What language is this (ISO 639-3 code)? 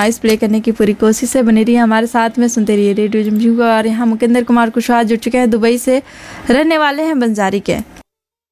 hin